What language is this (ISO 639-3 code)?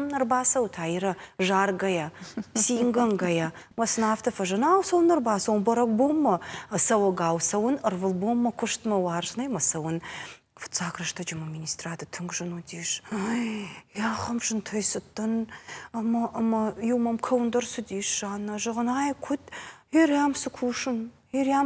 oss